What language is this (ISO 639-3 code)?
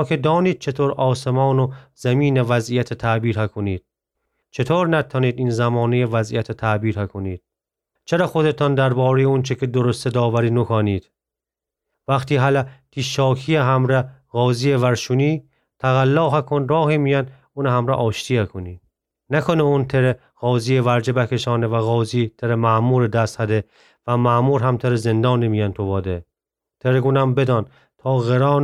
glk